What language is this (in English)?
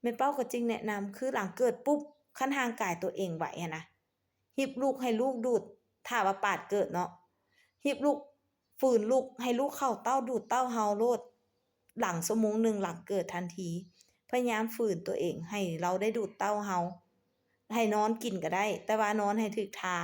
Lao